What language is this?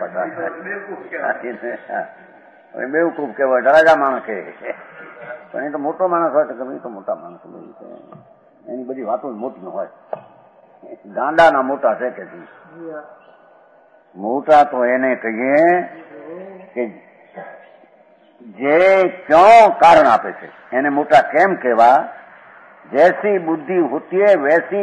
Gujarati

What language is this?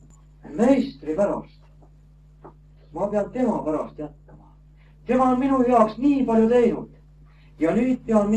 Estonian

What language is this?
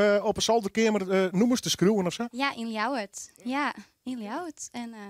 Western Frisian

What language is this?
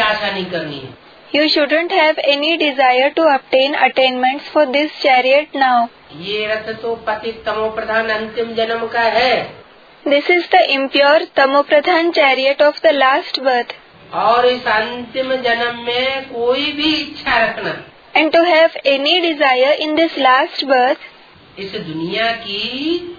Hindi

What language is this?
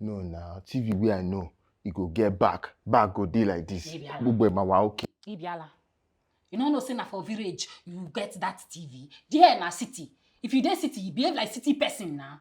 Nigerian Pidgin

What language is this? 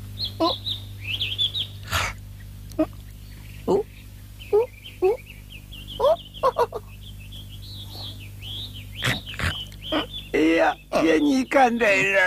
Chinese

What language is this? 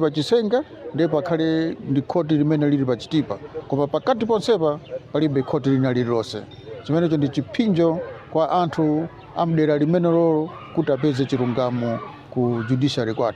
Nyanja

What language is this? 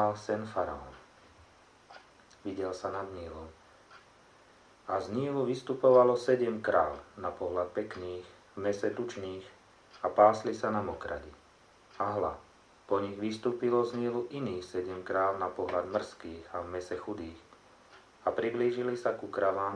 Slovak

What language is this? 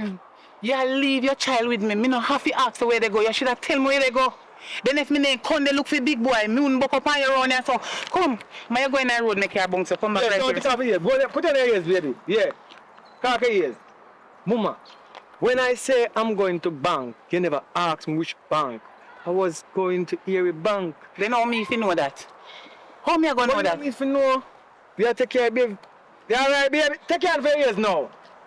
Jamaican Creole English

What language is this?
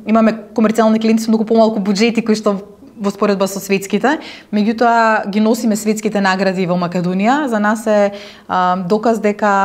Macedonian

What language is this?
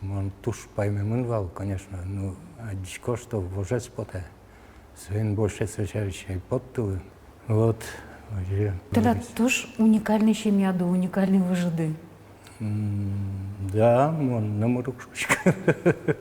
Udmurt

